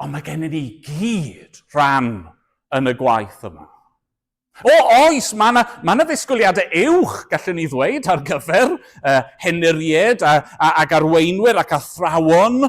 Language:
Welsh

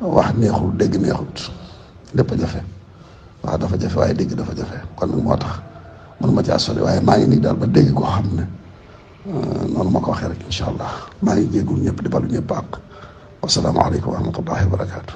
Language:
Wolof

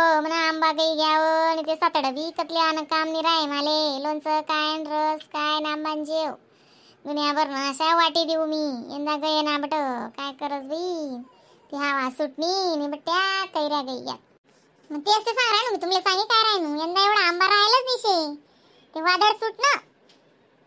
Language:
Khandesi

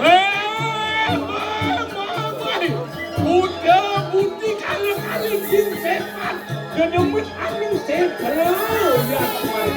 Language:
Balinese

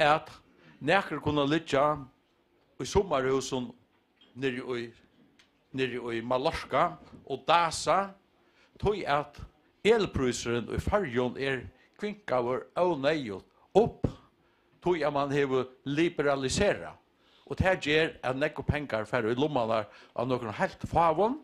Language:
Faroese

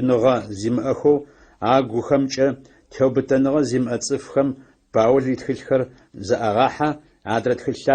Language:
Adyghe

